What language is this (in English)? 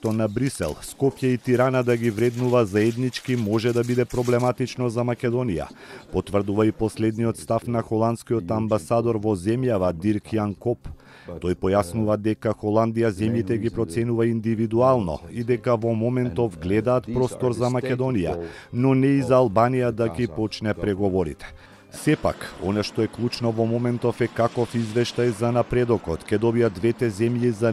Macedonian